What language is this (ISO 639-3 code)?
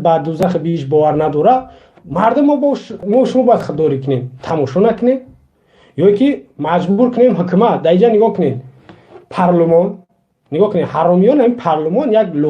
tgk